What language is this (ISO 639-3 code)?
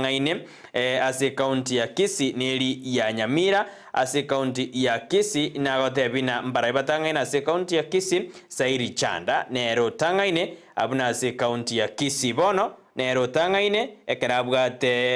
guz